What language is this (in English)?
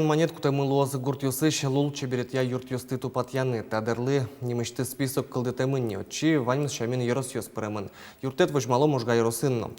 Udmurt